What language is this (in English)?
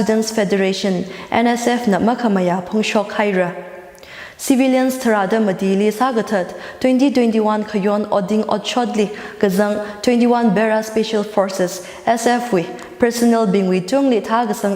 Tangkhul Naga (India)